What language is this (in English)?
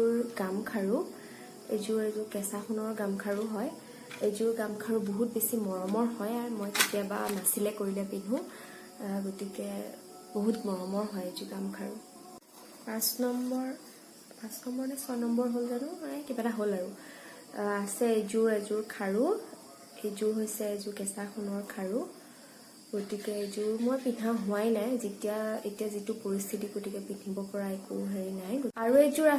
Assamese